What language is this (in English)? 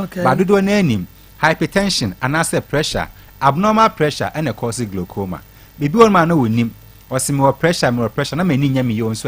Akan